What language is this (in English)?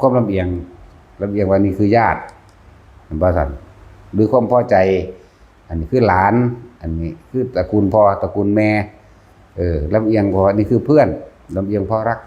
Northeastern Thai